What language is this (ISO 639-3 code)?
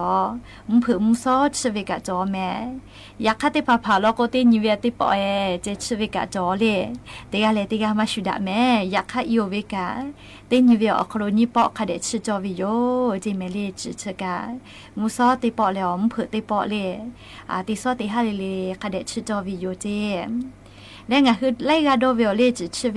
lhu